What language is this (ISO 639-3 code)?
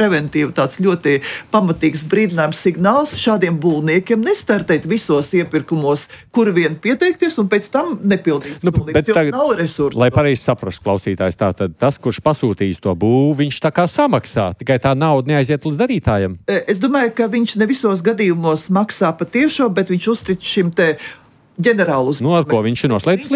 lav